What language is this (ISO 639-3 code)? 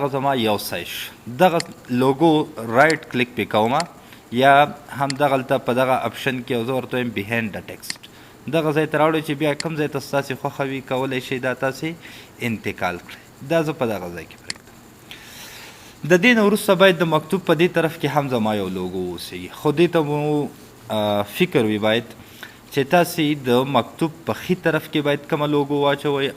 pus